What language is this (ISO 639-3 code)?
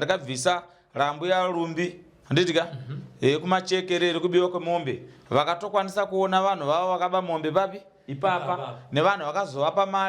sna